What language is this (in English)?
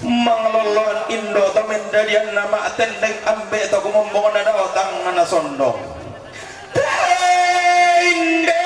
Toraja-Sa'dan